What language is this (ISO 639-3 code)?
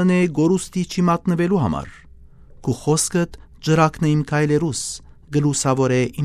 hye